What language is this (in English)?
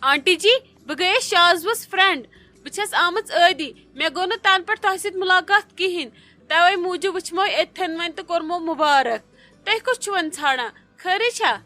Kashmiri